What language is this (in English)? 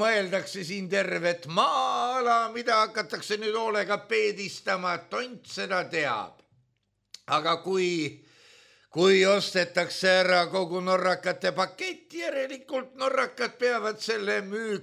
Estonian